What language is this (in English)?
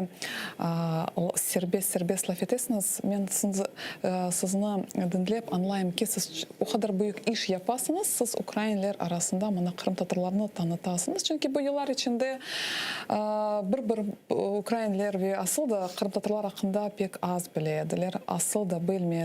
Crimean Tatar